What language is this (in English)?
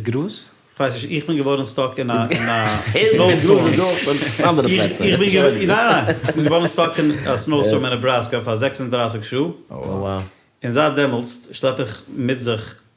Yiddish